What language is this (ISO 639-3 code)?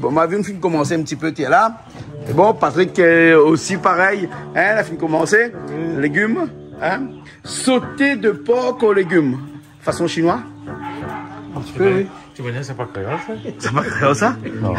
rcf